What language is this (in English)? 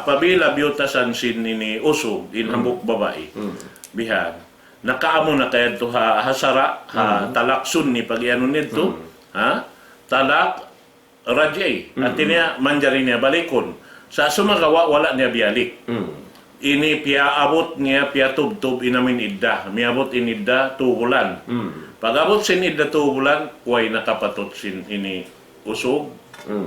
Tausug